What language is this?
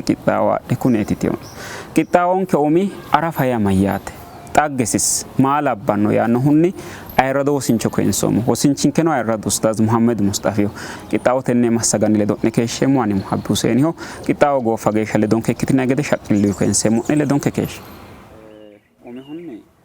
Sidamo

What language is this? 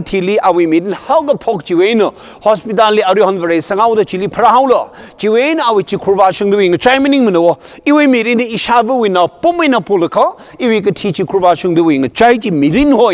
Tangkhul Naga (India)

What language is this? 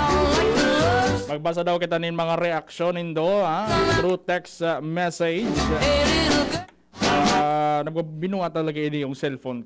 Bikol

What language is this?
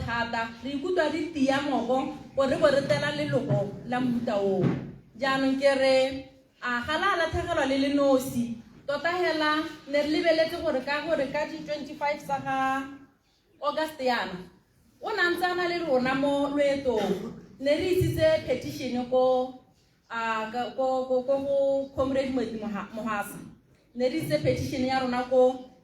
Tswana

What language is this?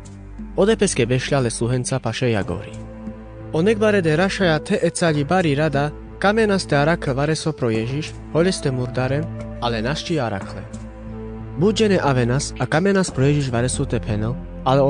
Carpathian Romani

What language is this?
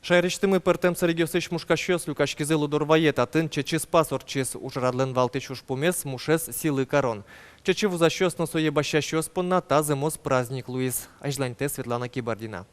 Udmurt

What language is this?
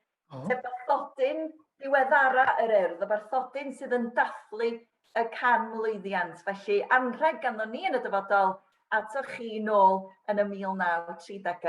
Welsh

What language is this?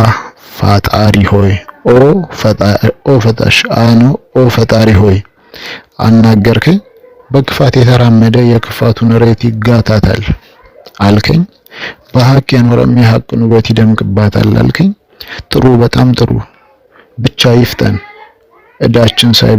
Amharic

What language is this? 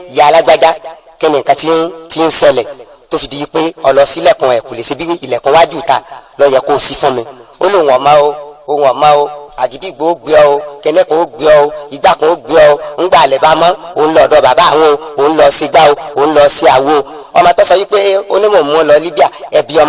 Yoruba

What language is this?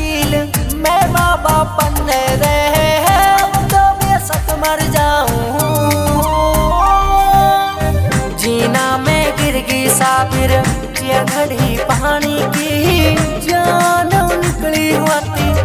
Haryanvi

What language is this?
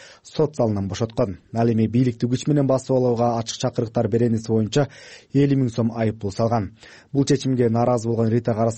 Kyrgyz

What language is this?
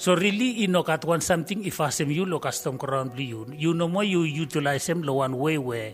Bislama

